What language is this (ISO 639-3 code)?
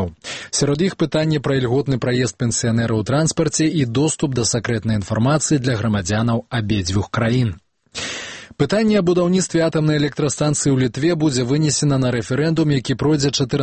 bel